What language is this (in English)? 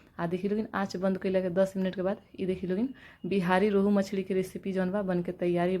Bhojpuri